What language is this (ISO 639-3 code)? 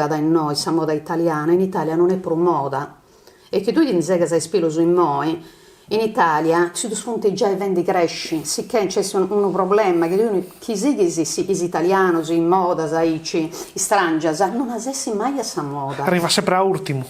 srd